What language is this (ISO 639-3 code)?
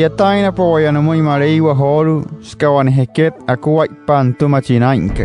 guc